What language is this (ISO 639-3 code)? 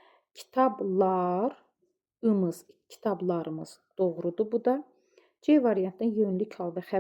aze